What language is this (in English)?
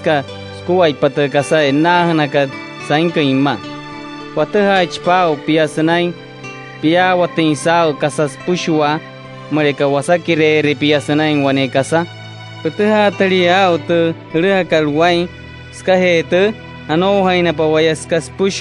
Wayuu